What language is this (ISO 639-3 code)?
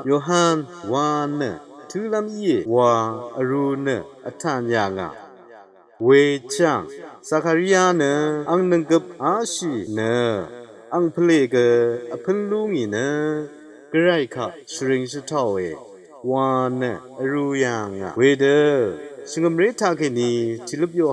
raw